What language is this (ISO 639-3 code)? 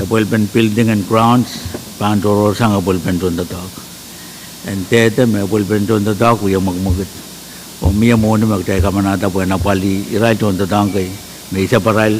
pon